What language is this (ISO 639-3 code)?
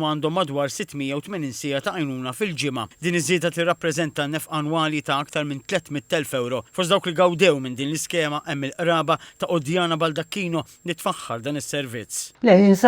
mlt